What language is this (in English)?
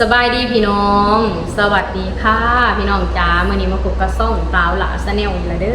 Lao